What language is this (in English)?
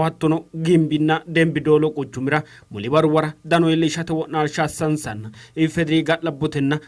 Sidamo